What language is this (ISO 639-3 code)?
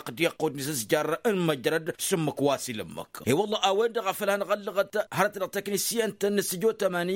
taq